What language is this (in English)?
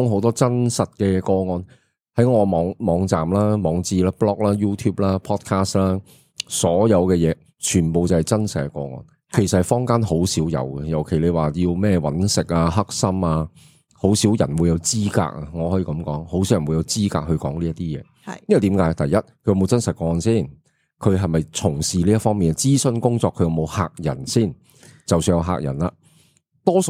Cantonese